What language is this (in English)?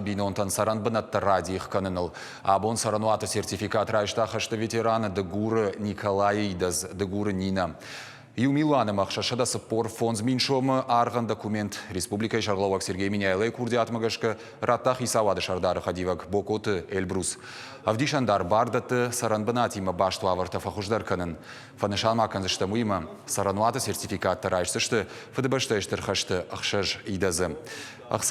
Ossetic